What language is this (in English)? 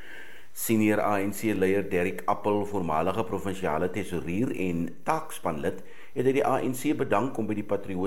Afrikaans